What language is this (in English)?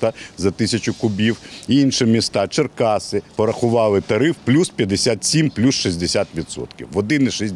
Ukrainian